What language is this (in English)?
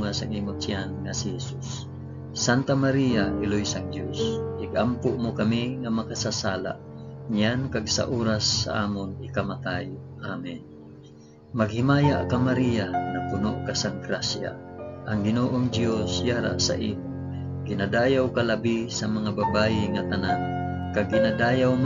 Hiligaynon